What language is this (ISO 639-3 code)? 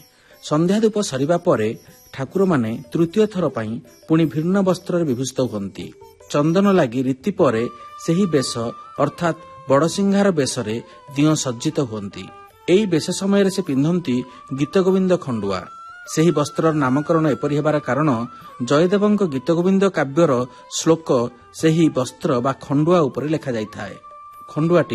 ori